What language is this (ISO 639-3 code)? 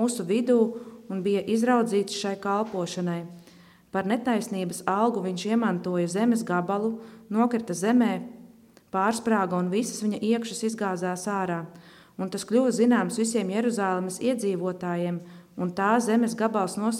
lav